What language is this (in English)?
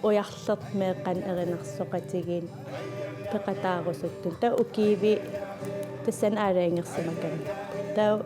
Kalaallisut